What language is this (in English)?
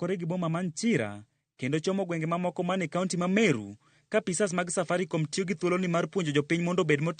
Luo (Kenya and Tanzania)